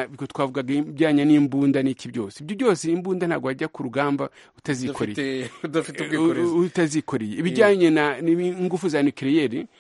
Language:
Kinyarwanda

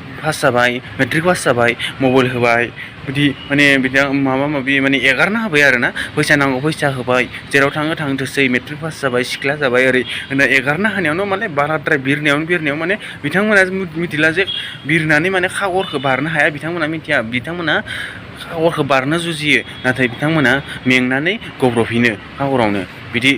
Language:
Bodo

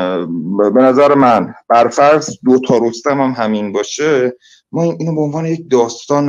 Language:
Persian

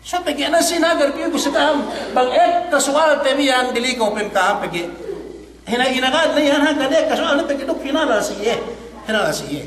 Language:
Yakan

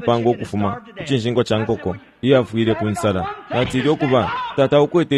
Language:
Bemba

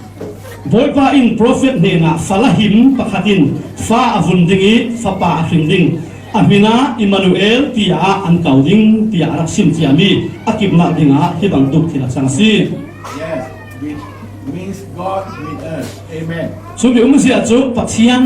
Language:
Falam Chin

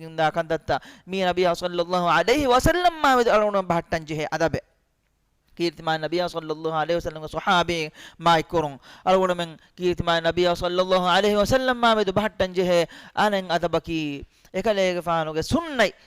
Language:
Divehi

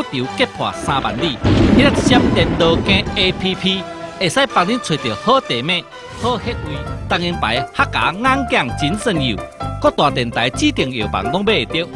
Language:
Min Nan Chinese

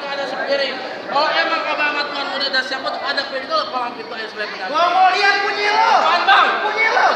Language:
Betawi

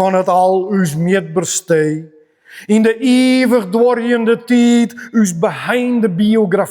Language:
Western Frisian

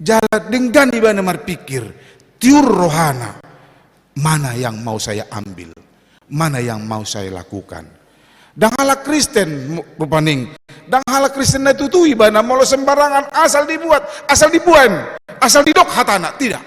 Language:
Batak Toba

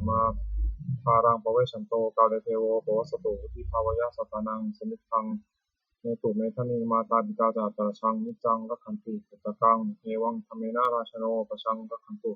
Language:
Pali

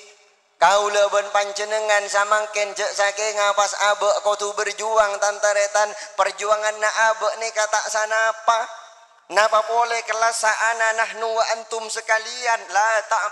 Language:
Madurese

